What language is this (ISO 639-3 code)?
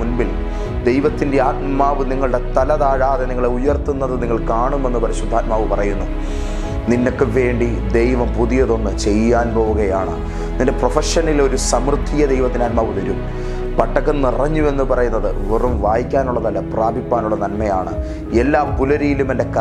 mal